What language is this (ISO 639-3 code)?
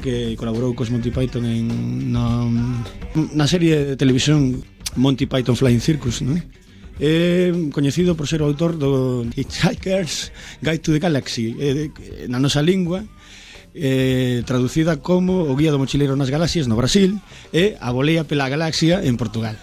glg